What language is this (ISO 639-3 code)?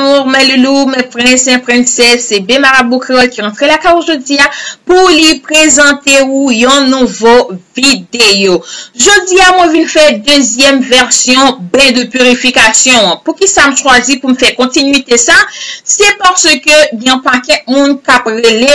hat